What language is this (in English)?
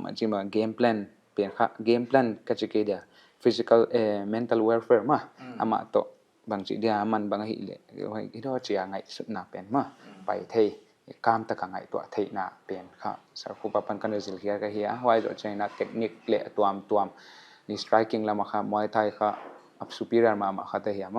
Paite Chin